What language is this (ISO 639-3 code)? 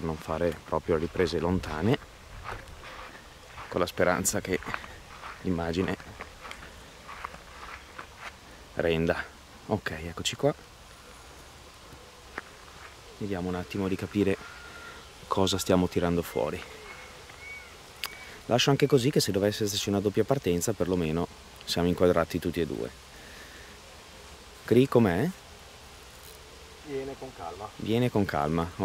ita